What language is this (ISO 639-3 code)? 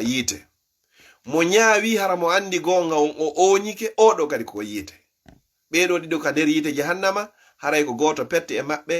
ful